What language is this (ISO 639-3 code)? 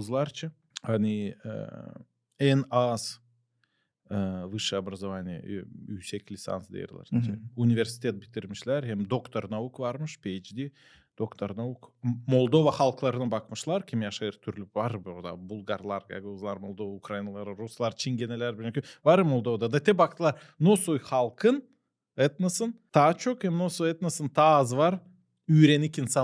gag